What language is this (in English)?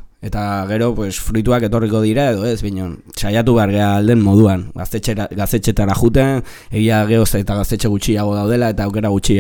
Basque